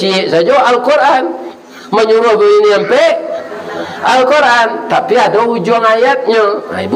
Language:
Minangkabau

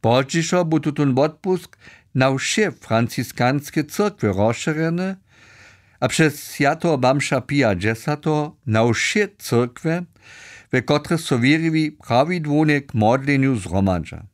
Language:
Upper Sorbian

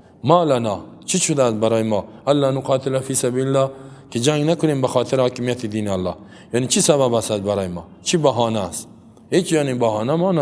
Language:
Persian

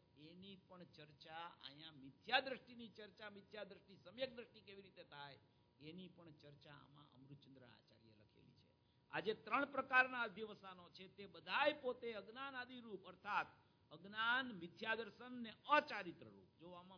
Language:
Gujarati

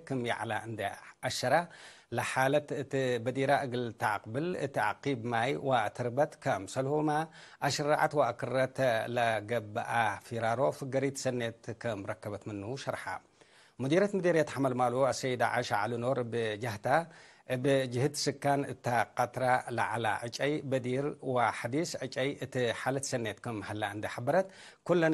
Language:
Tigre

